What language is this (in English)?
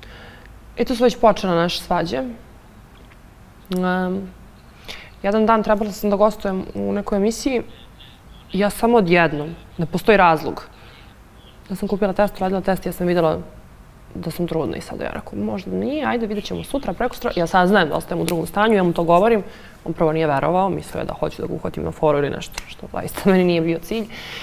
Serbian